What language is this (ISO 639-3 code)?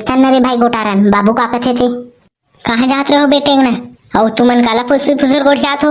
hne